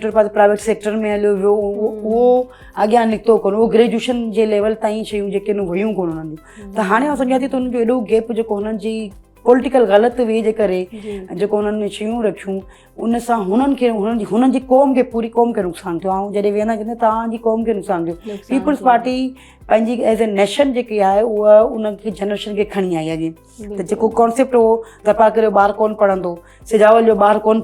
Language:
Sindhi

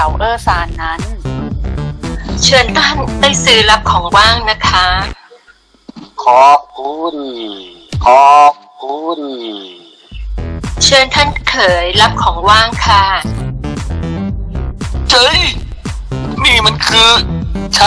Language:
Thai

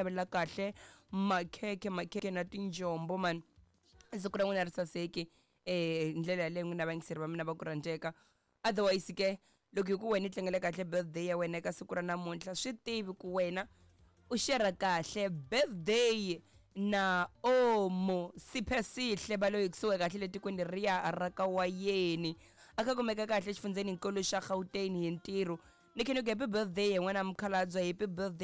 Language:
Tsonga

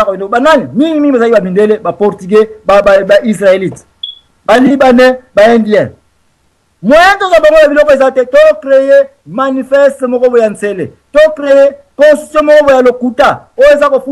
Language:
Lingala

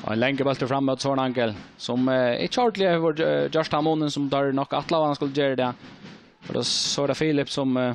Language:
Faroese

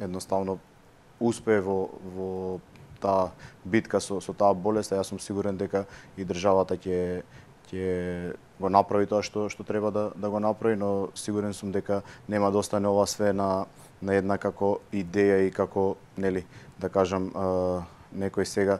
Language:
Macedonian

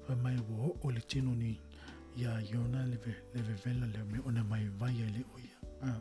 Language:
Samoan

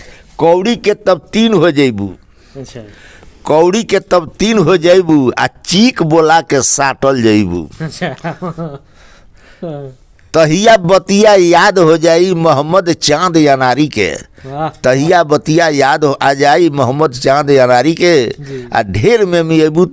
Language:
Bhojpuri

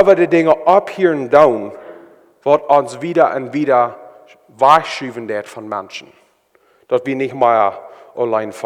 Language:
Plautdietsch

